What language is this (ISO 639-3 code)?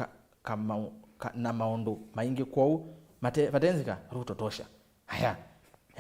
kam